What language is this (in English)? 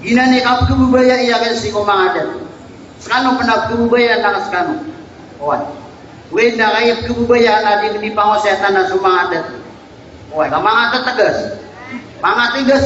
Maranao